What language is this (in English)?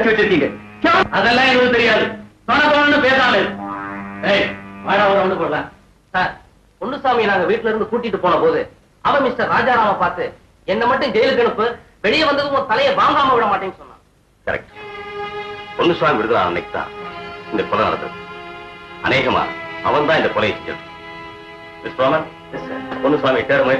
Tamil